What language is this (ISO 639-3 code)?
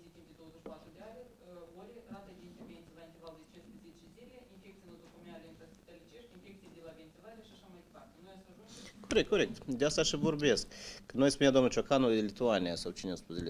ron